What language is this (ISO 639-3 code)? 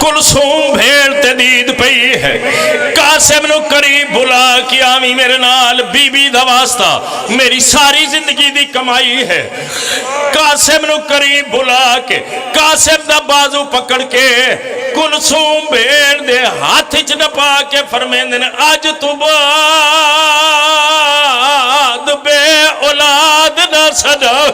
phr